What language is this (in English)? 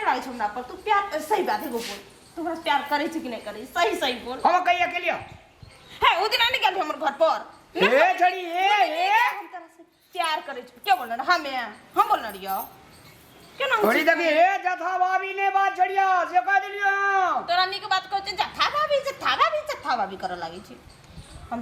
Maithili